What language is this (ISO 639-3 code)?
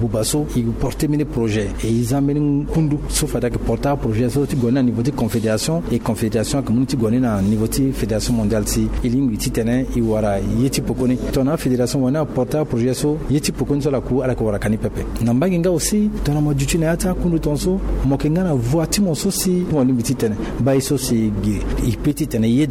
sag